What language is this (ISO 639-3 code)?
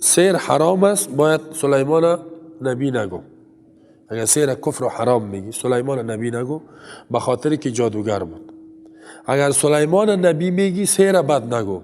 fas